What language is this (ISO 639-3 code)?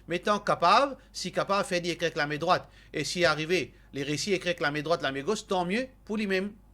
mfe